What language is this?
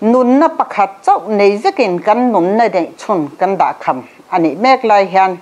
Mizo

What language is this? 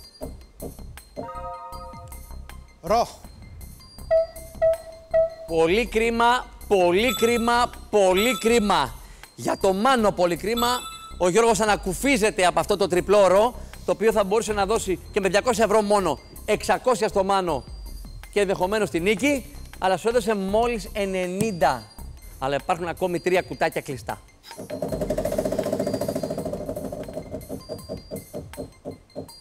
Greek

